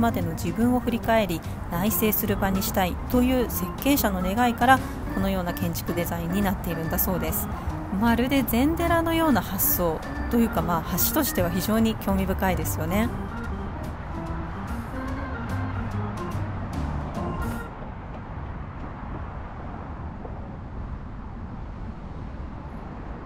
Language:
Japanese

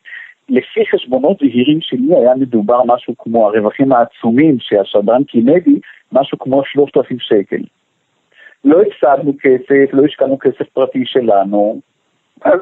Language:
Hebrew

